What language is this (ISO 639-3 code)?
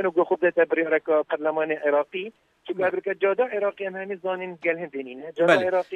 kur